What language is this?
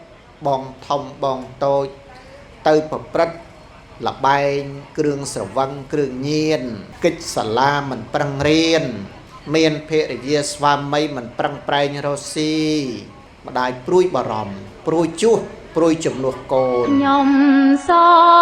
Khmer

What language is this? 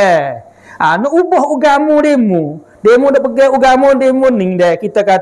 Malay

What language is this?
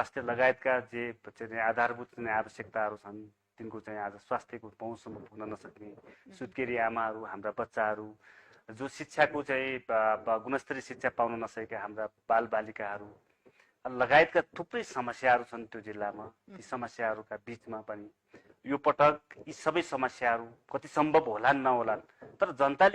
Nepali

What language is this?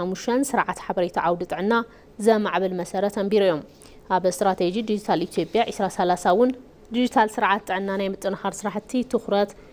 Tigrinya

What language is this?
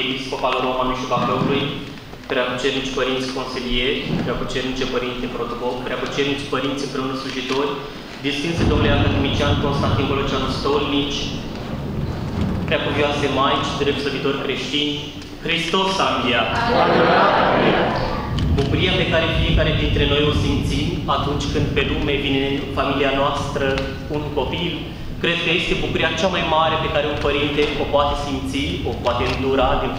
Romanian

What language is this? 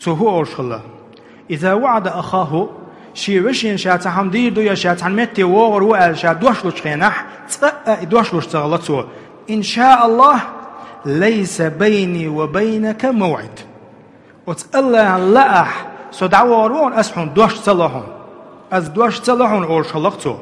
Chechen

